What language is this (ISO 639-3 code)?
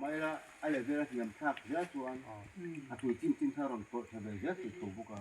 lus